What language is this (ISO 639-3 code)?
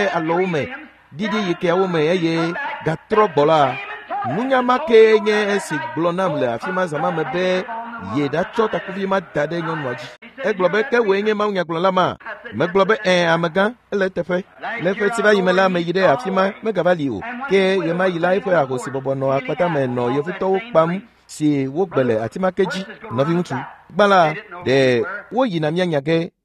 ewe